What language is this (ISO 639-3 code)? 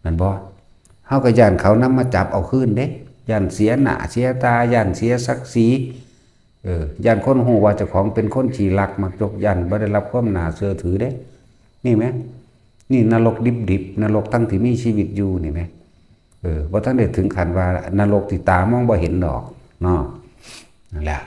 lao